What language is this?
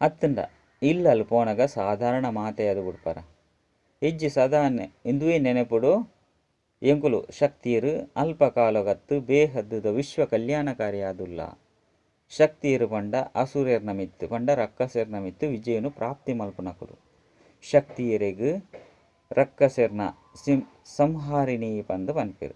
Tulu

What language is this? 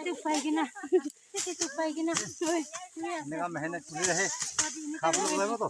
Naga Pidgin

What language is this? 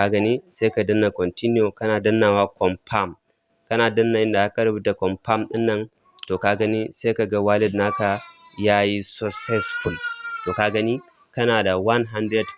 Hausa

